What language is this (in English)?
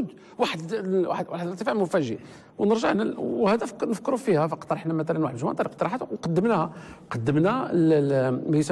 Moroccan Arabic